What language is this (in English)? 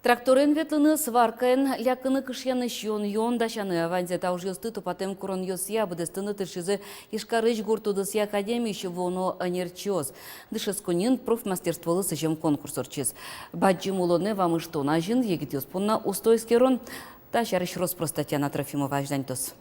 Udmurt